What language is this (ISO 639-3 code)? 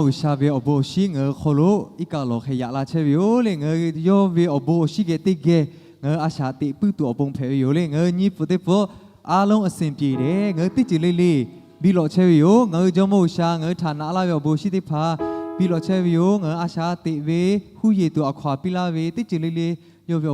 lhu